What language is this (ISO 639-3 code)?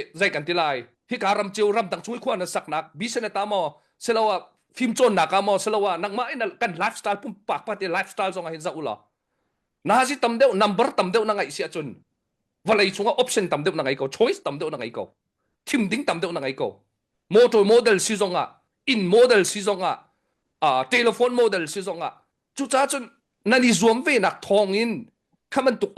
cnh